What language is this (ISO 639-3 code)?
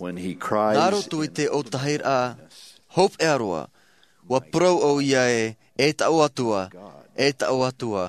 tah